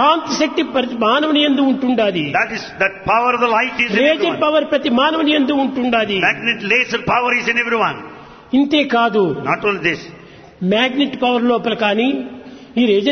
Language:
Telugu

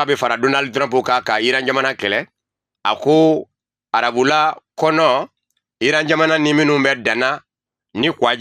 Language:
Bambara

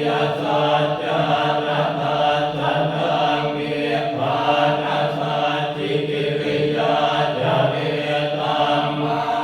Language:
Pali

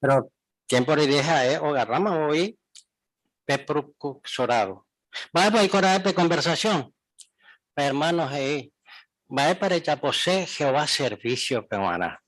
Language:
Guarani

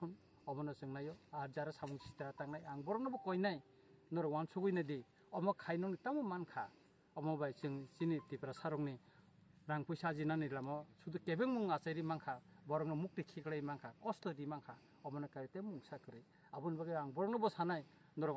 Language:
Kok Borok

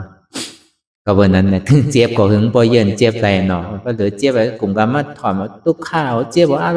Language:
Shan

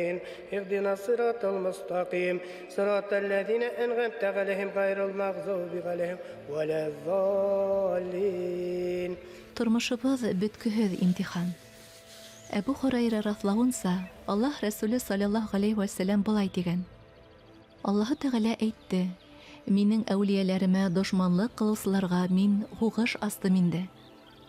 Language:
Bashkir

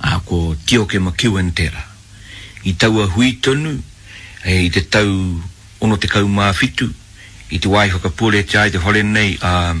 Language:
Māori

